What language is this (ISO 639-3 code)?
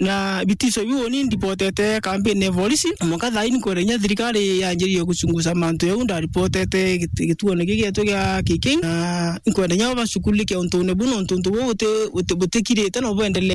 mer